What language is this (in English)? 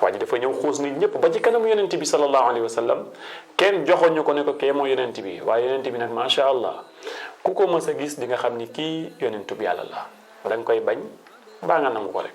Wolof